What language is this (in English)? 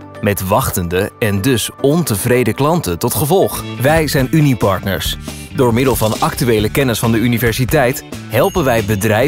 Dutch